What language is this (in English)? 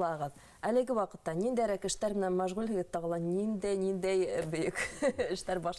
Bashkir